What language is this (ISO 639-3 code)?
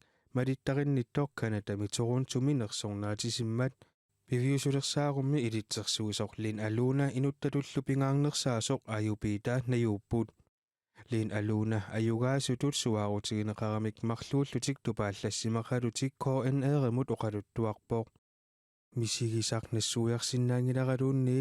kal